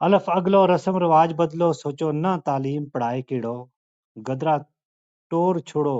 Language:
Gujari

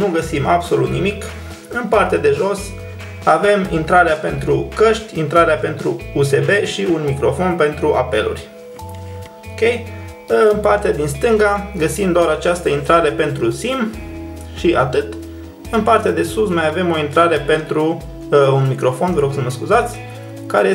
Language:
Romanian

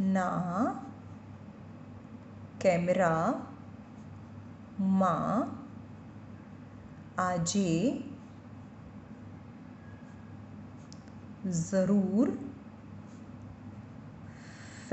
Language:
Gujarati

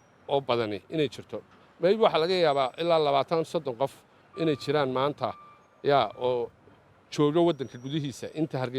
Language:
Somali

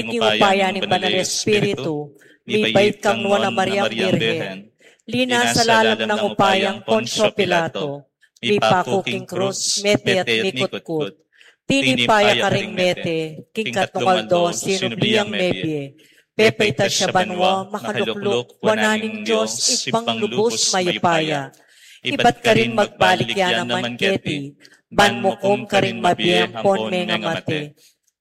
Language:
Pampanga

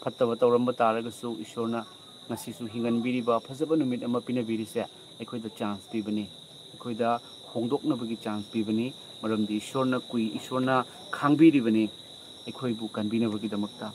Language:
Manipuri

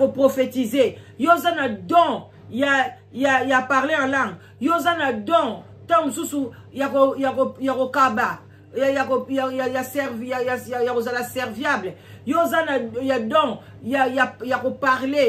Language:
Lingala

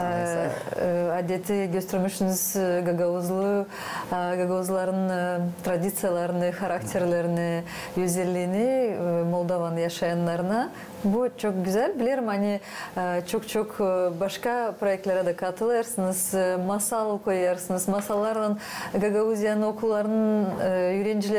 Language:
Gagauz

